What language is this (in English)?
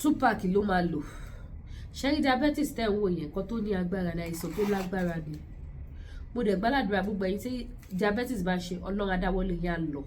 Yoruba